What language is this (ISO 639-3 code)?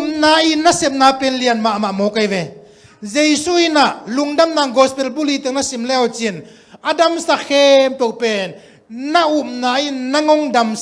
ctd